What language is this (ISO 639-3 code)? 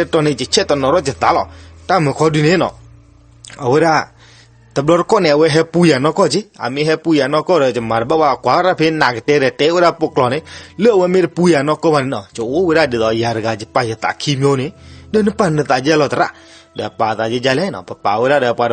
ksw